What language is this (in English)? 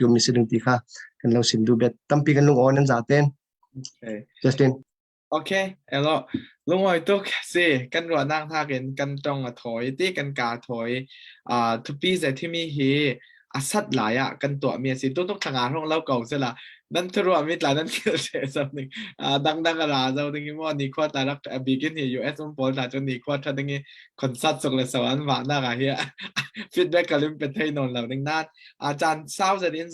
Falam Chin